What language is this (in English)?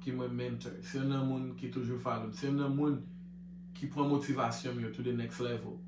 Haitian Creole